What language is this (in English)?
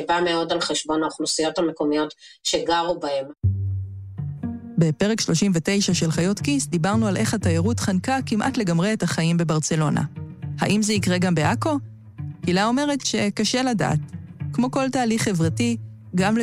Hebrew